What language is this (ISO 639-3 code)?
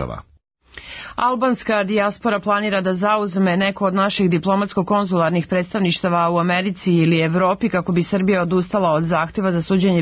srp